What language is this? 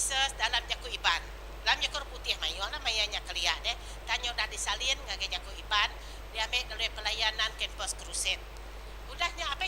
Iban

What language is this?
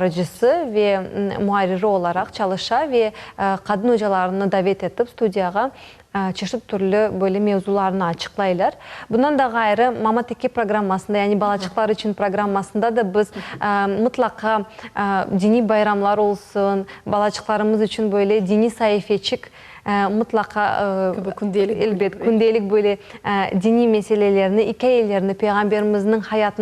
Crimean Tatar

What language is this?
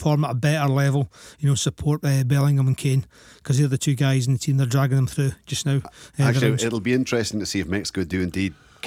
English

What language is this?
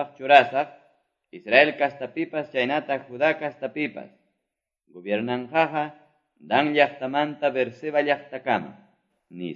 Quechua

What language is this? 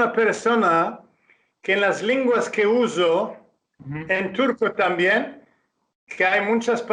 Ladino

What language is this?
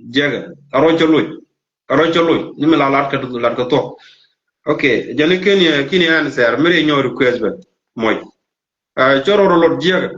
Nuer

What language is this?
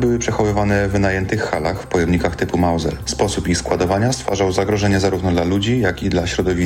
Polish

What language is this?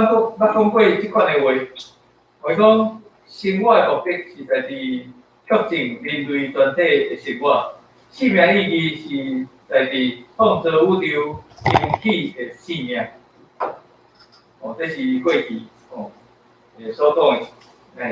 Min Nan Chinese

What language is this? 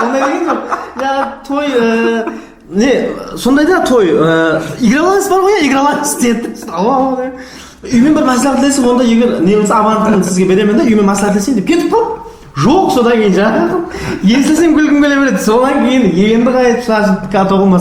Kara-Kalpak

